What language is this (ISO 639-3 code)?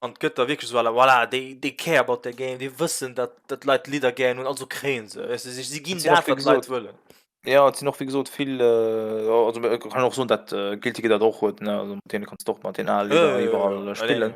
ltz